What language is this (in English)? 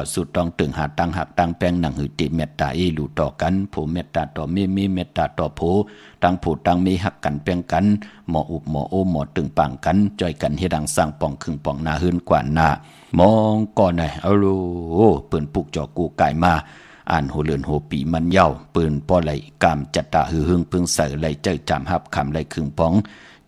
Shan